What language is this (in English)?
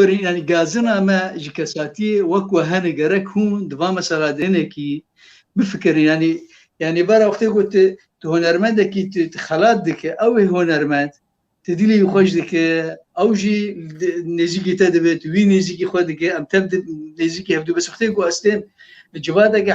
Kurdish